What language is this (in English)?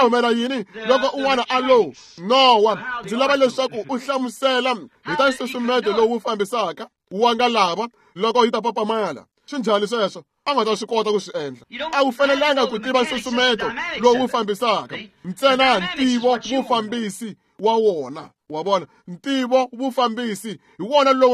Tsonga